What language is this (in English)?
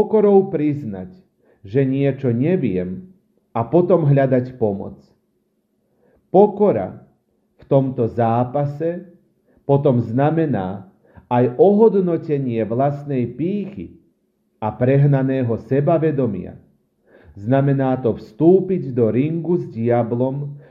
Slovak